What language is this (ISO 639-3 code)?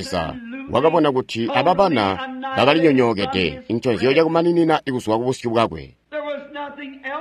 toi